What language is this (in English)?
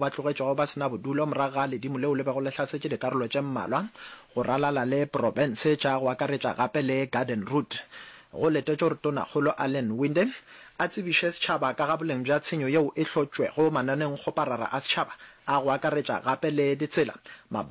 Northern Sotho